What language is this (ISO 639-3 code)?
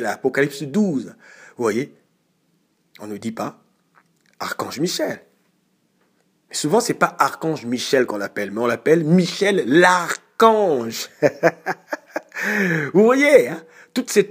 fra